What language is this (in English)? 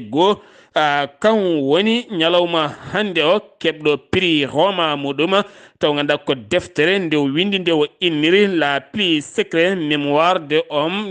Fula